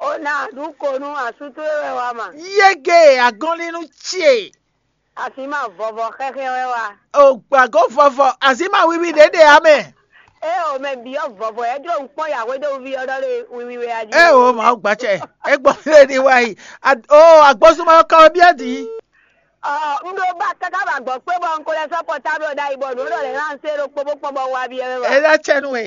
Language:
Fon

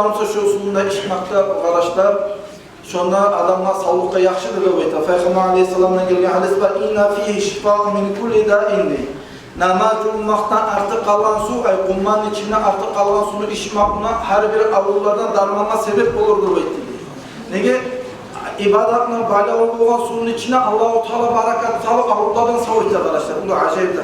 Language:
Kumyk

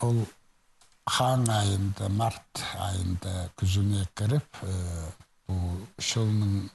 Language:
Khakas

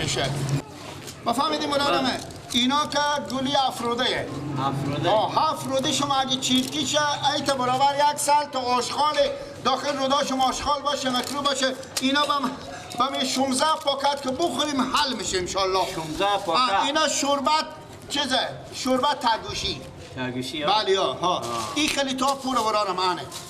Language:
Persian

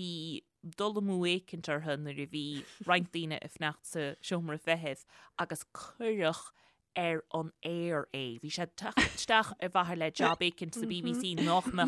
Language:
Irish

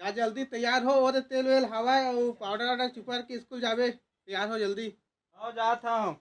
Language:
Chhattisgarhi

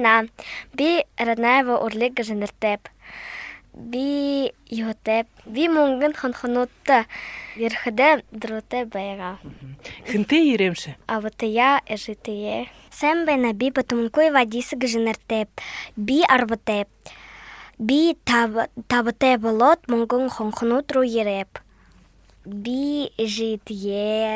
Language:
Buriat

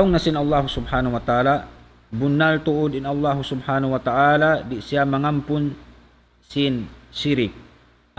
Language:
Tausug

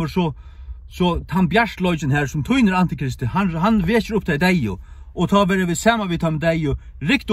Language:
Faroese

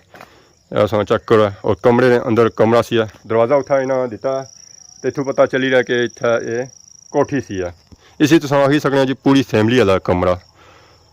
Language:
Pahari-Potwari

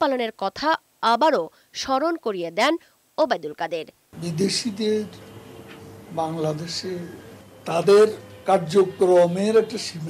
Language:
Bangla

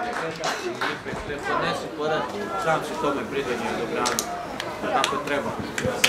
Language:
Croatian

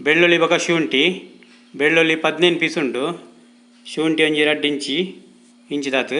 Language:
Tulu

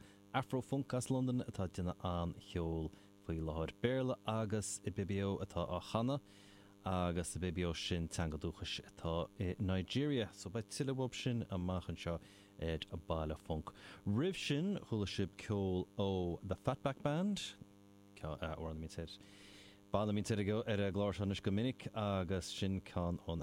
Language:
Irish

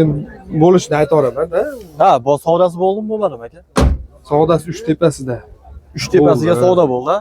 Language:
Uzbek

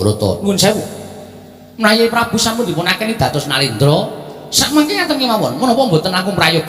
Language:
Javanese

